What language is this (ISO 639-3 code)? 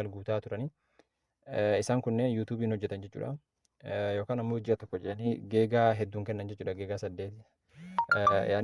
orm